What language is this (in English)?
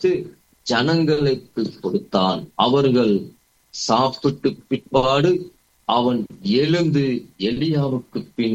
Tamil